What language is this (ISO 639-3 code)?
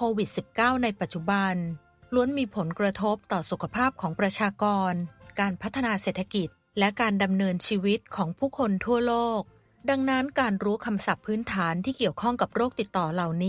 tha